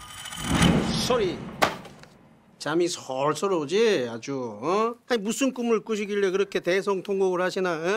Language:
Korean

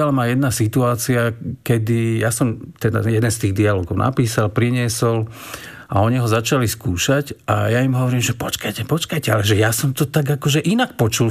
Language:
Slovak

